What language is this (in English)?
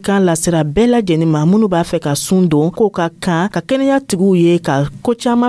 Dyula